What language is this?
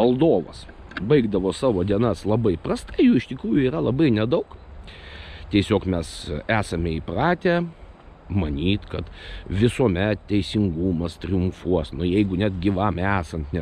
Lithuanian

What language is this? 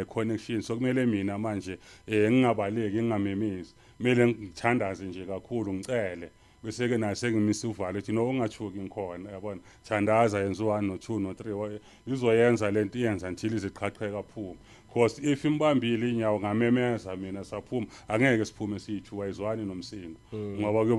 Zulu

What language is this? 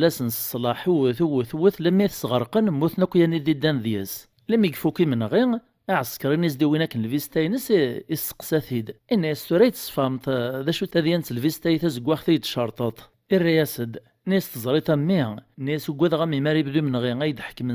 Kabyle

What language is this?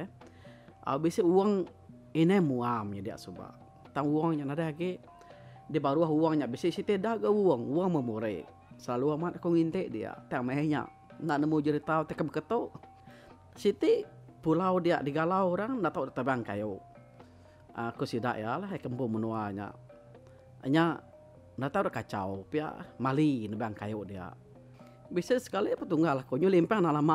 Iban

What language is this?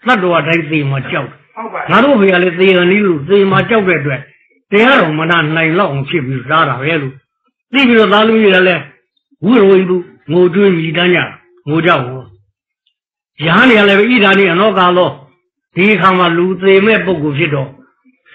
Burmese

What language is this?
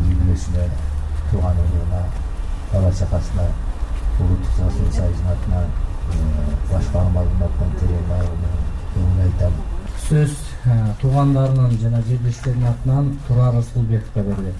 Kyrgyz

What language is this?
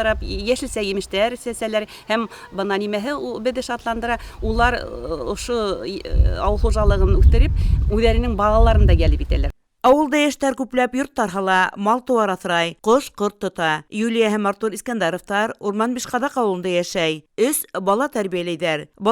Bashkir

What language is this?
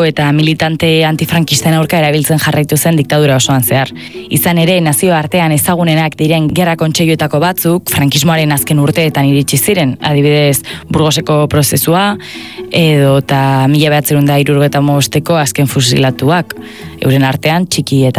Basque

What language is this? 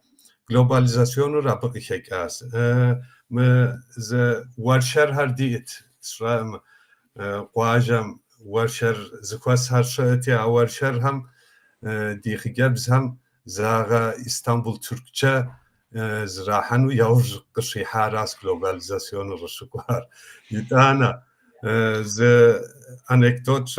Kabardian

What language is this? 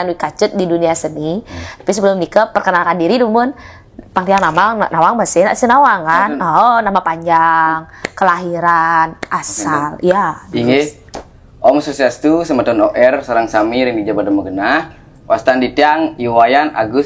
Balinese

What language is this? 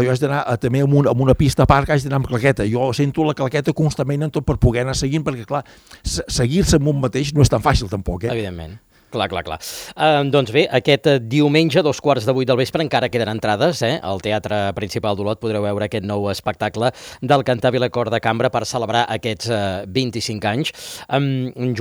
Catalan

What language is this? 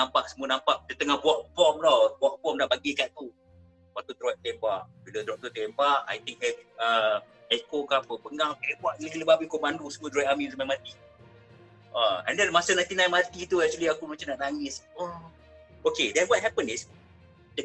Malay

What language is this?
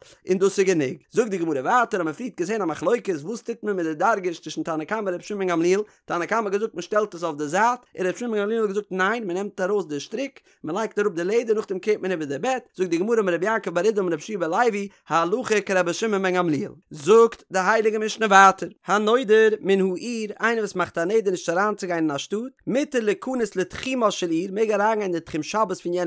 Yiddish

